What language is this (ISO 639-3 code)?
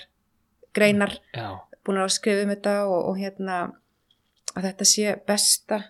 isl